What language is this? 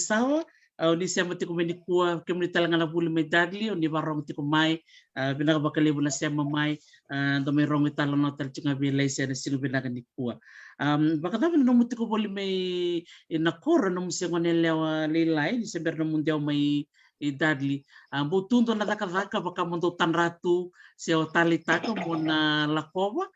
Fijian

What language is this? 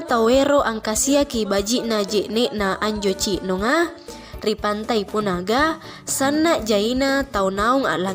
Makasar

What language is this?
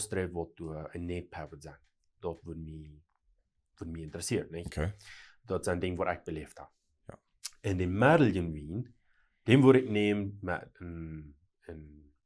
Plautdietsch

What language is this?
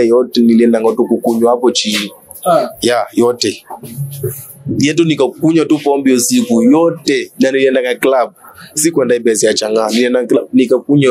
Swahili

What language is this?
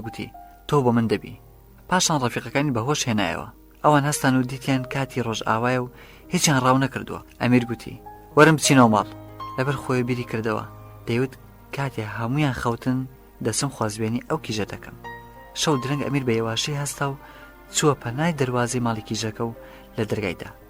Central Kurdish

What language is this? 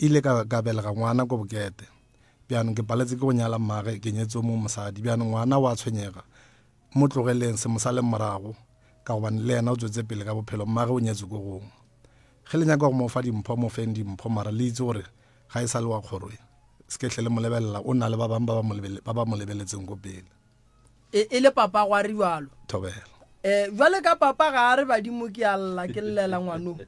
Northern Sotho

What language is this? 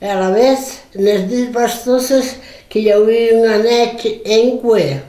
Occitan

